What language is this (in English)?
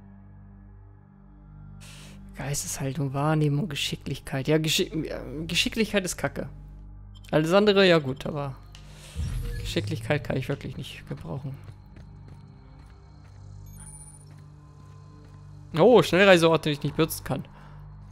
German